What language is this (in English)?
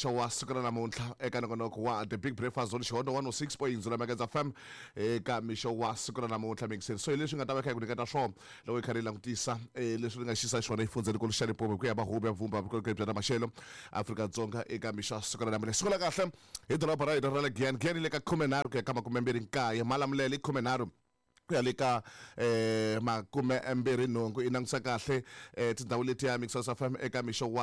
Tsonga